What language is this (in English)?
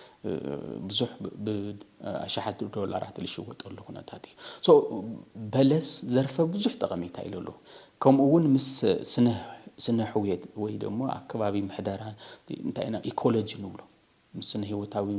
Tigrinya